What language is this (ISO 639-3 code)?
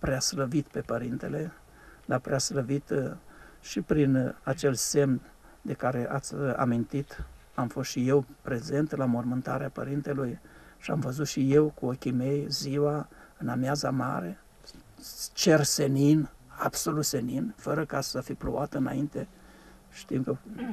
ron